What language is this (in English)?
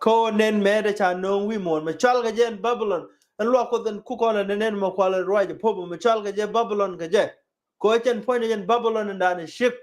Nuer